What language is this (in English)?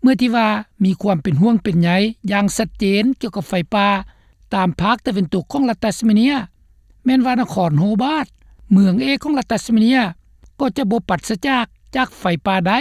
Lao